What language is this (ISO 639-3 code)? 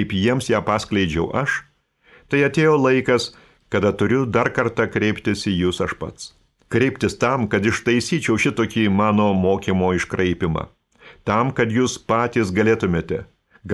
lit